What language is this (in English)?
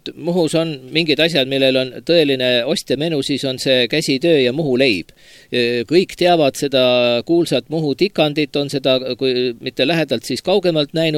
Estonian